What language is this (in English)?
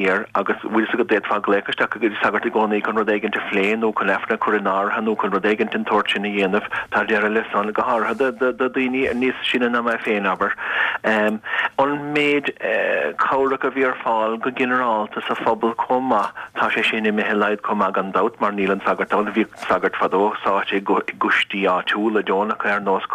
Irish